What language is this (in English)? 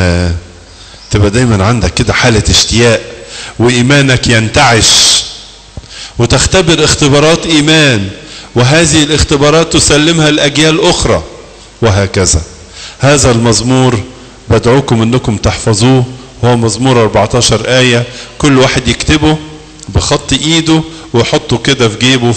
Egyptian Arabic